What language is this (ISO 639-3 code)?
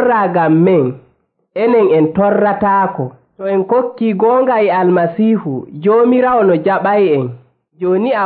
fuv